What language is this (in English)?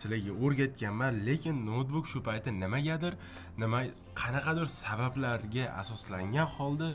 Uzbek